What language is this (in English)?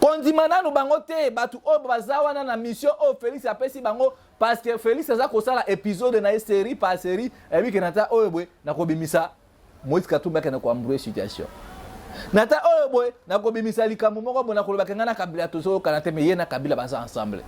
Lingala